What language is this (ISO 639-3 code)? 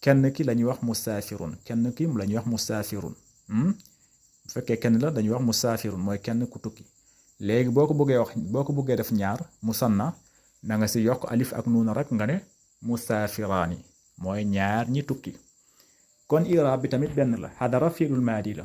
wol